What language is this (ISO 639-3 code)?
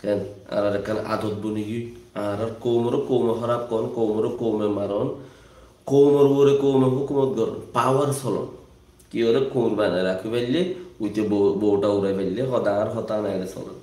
rhg